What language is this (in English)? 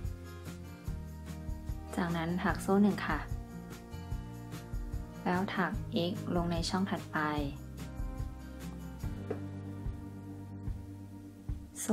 Thai